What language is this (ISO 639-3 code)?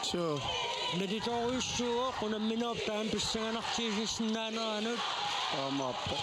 kal